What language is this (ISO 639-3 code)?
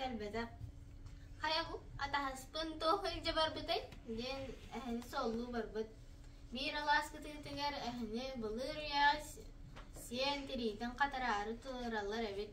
sah